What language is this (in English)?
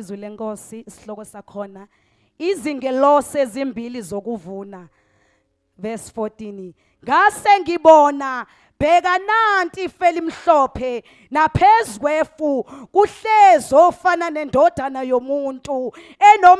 Zulu